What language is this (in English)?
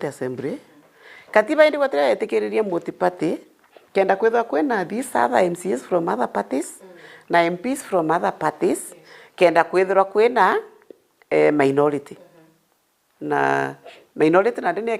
Meru